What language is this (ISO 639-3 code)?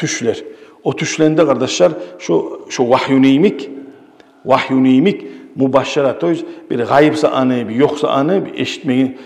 kum